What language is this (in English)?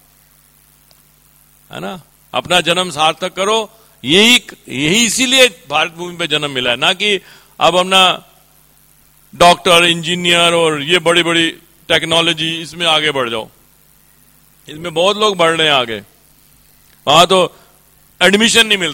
Hindi